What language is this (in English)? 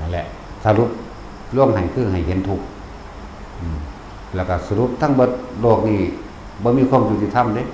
Northeastern Thai